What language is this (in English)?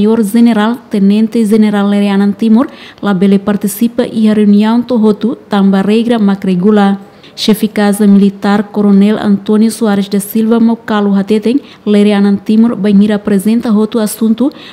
Tetum